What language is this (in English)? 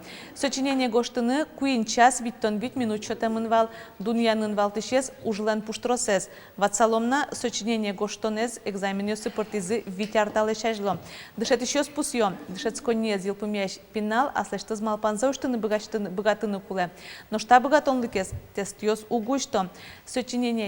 Udmurt